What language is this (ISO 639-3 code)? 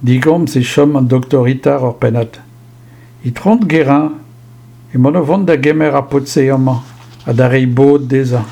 bre